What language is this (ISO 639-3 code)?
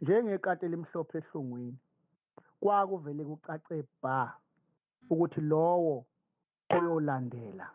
zul